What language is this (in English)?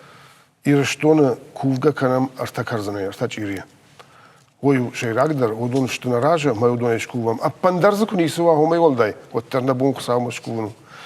Ossetic